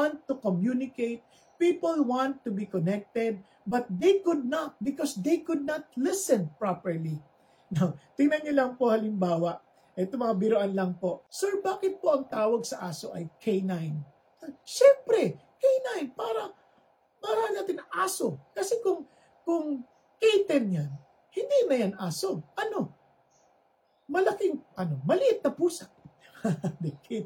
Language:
Filipino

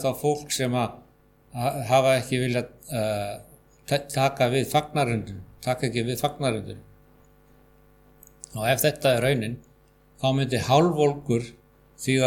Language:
Icelandic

